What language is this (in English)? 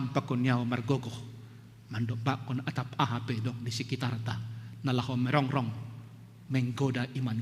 Batak Simalungun